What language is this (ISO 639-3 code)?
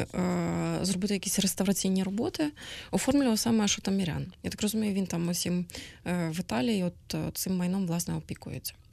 ukr